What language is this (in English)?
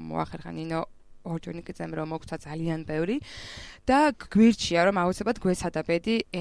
Georgian